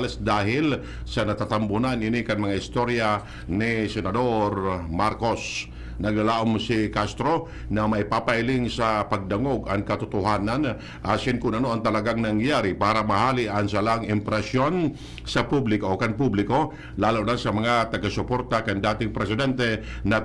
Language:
Bikol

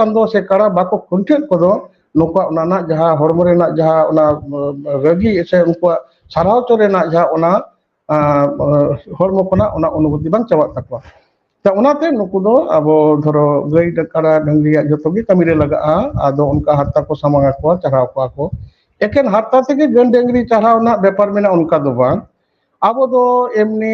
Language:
Santali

